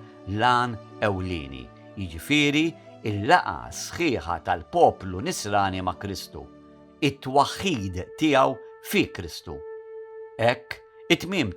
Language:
Maltese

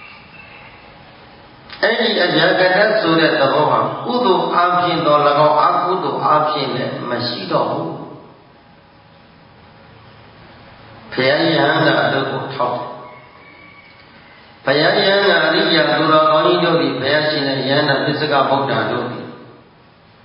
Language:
Burmese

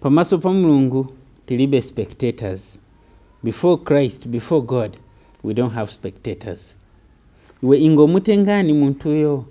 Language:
Nyanja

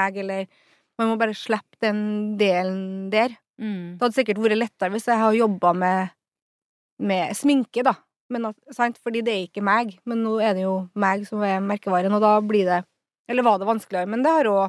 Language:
Norwegian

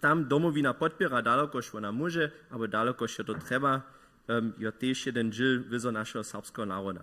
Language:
Upper Sorbian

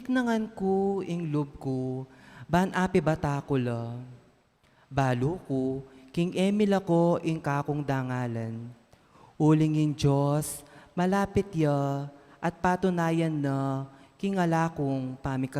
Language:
Pampanga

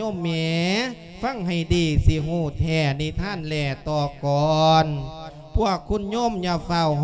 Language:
Lao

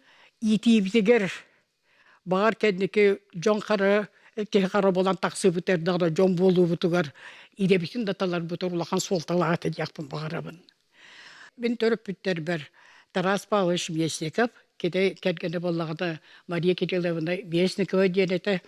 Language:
Yakut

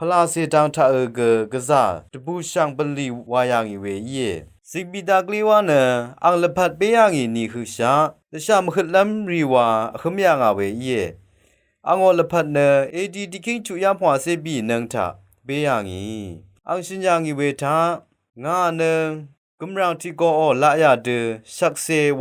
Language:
Rawang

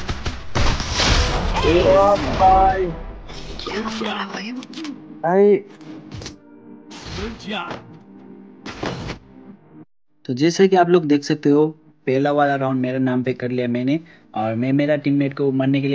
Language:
Hindi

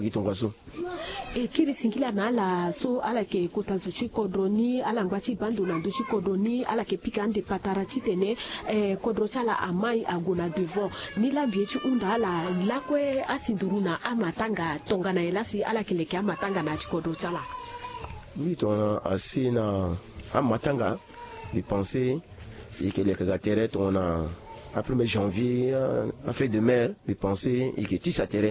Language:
Sango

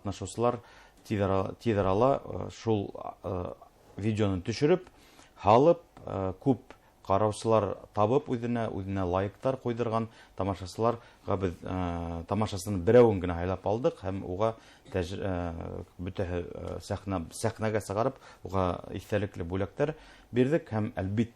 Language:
Bashkir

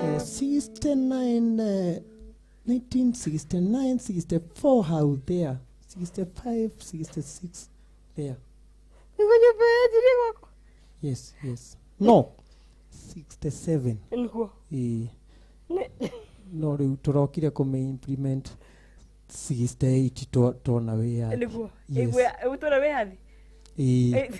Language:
Kikuyu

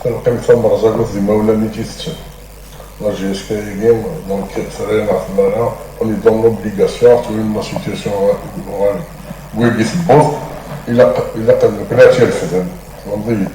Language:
Kabyle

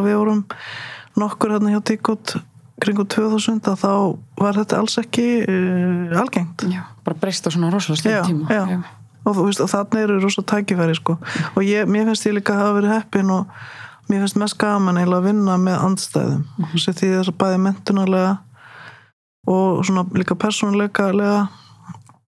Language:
Icelandic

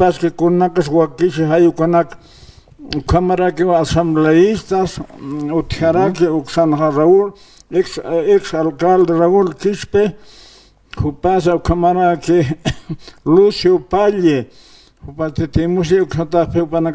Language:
Aymara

